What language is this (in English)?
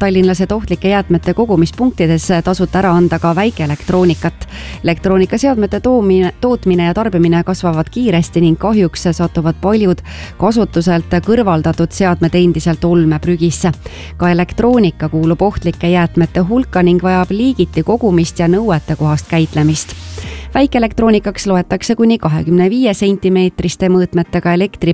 Estonian